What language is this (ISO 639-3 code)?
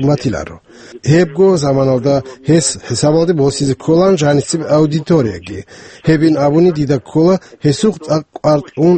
ava